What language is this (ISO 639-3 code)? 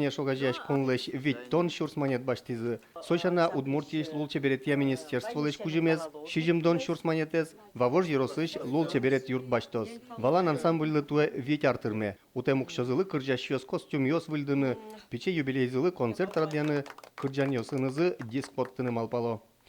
udm